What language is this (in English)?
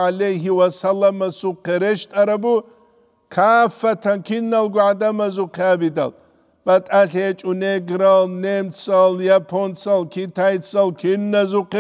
Avaric